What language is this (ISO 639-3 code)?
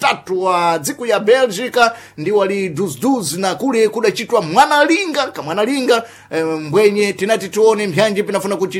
seh